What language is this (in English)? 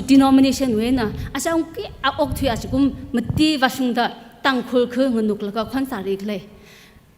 Tangkhul Naga (India)